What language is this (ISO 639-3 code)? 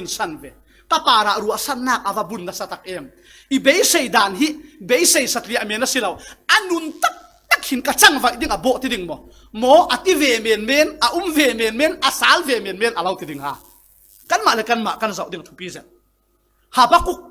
cfm